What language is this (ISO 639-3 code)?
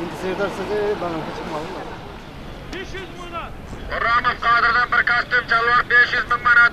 tuk